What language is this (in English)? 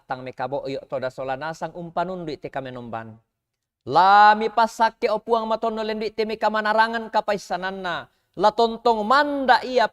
Toraja-Sa'dan